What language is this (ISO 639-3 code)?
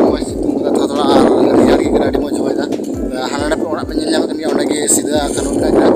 sat